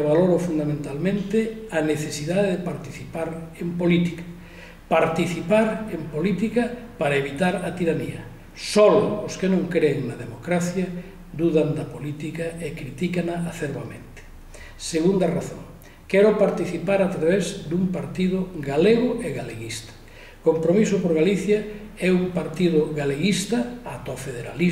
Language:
Galician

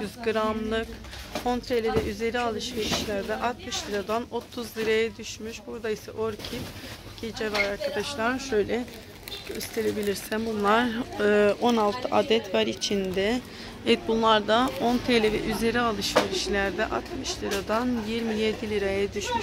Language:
Turkish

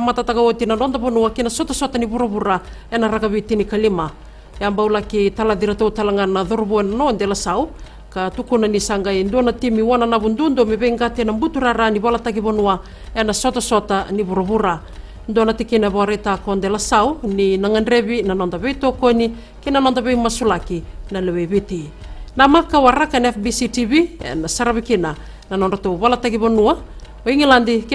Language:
Fijian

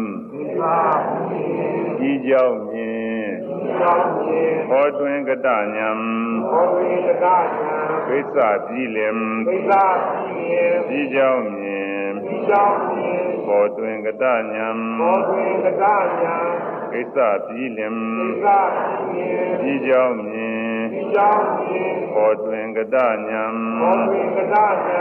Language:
Burmese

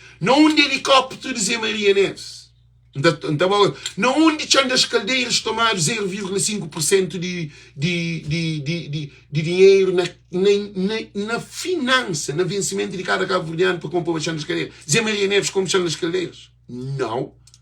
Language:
Kabuverdianu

